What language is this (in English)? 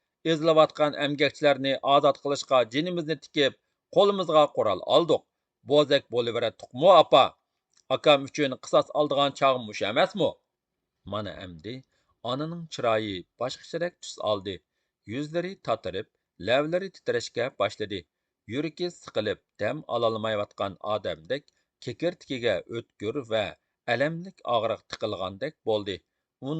Uyghur